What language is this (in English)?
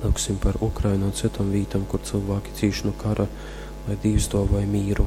Latgalian